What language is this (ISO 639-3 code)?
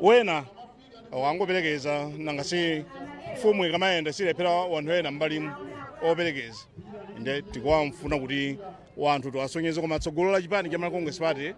nya